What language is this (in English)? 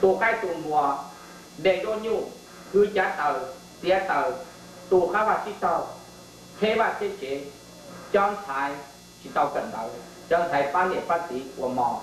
Hmong